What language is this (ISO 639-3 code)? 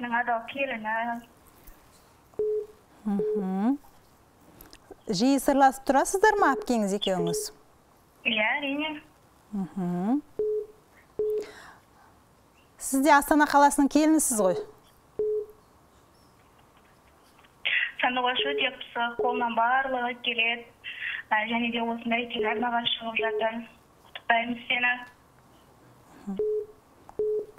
kaz